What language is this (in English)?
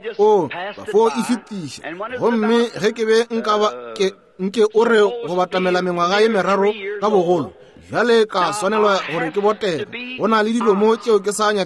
Northern Sotho